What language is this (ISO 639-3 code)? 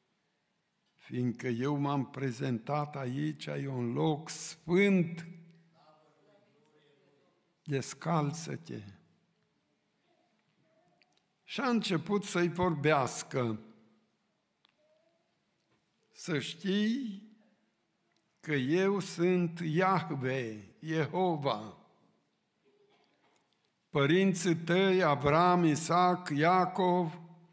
ron